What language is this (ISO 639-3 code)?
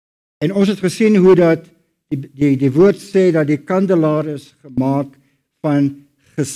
afr